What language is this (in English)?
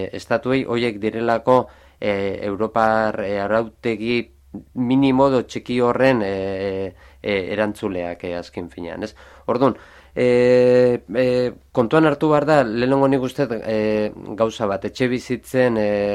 Basque